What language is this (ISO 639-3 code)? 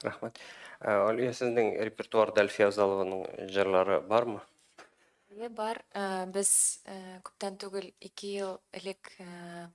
tat